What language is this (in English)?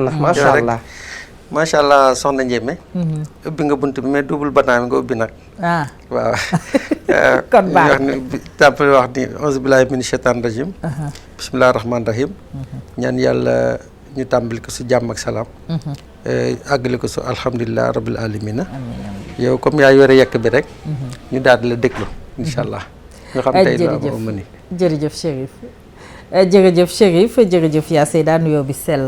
Wolof